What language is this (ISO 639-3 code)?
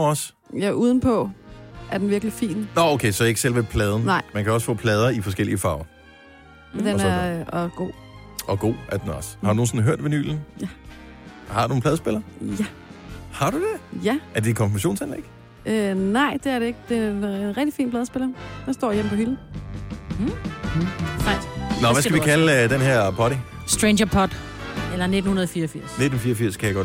dan